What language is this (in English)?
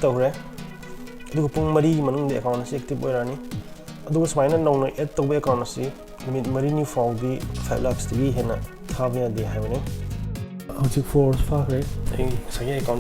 Manipuri